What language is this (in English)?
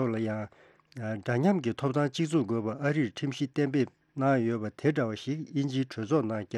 Tibetan